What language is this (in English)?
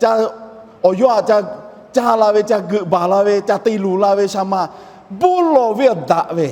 Lahu